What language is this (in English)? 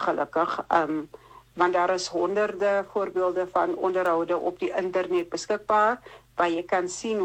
Afrikaans